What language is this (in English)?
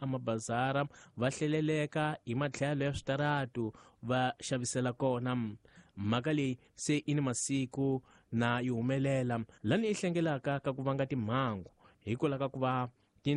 Tsonga